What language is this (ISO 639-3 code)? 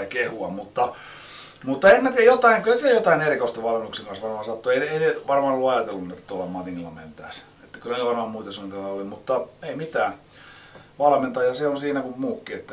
fin